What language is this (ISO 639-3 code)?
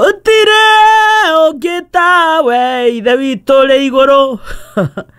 kik